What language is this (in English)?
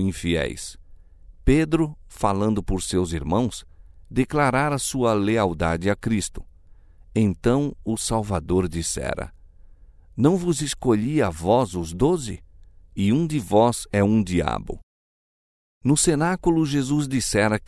Portuguese